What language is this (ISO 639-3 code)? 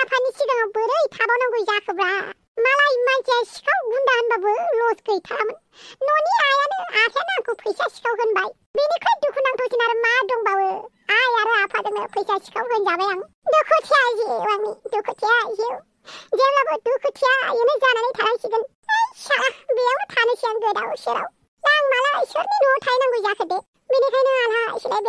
brx